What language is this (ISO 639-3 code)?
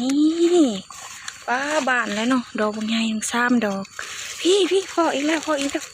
tts